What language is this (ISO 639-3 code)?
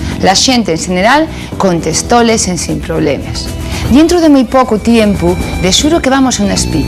ast